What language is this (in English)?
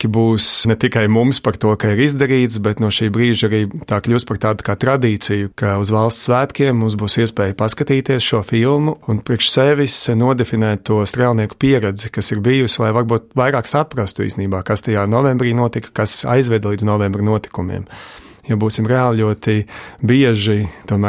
Latvian